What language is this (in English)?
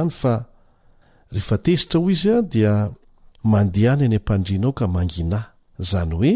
Malagasy